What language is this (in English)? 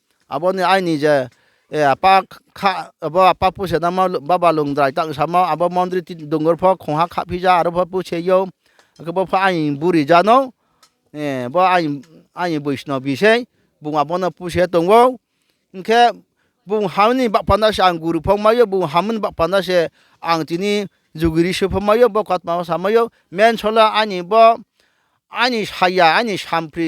Riang (India)